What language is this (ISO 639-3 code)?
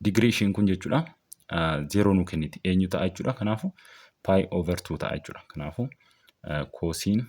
orm